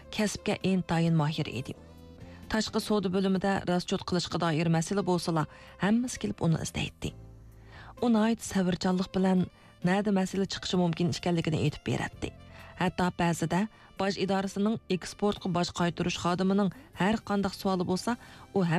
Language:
Uyghur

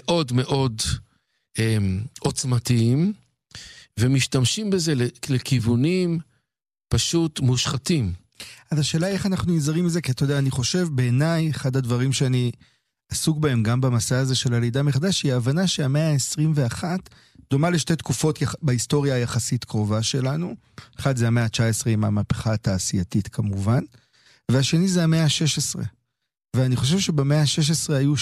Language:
Hebrew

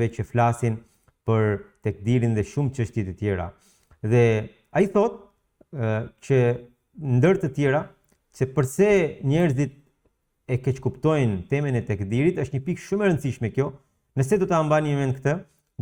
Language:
Albanian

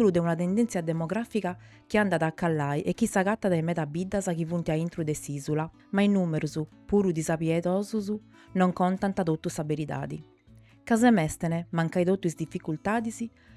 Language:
Sardinian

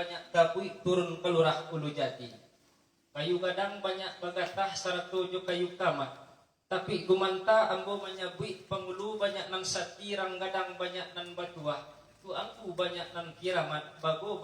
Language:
Minangkabau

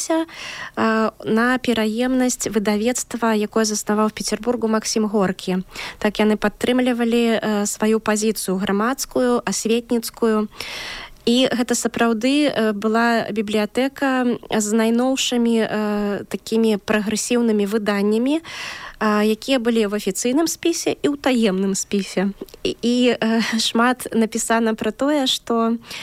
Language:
Belarusian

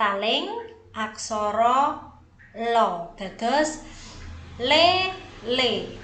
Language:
Javanese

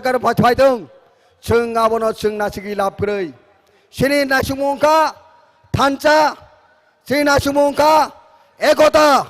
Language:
Kok Borok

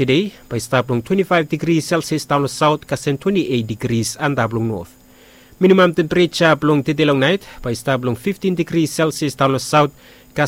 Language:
Bislama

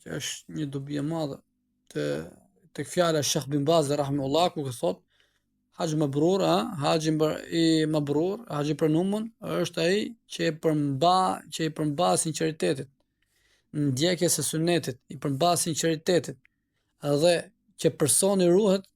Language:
Albanian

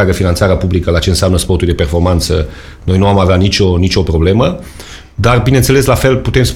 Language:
Romanian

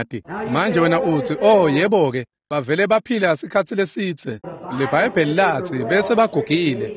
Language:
Swati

